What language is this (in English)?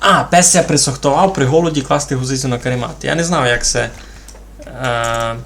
Rusyn